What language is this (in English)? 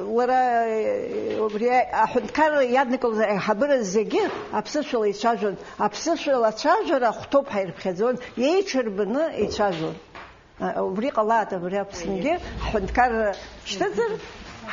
Abkhazian